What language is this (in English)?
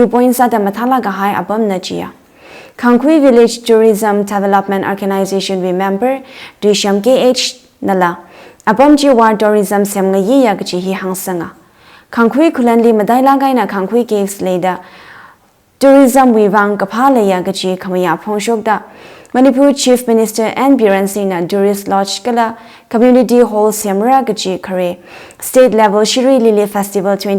Tangkhul Naga (India)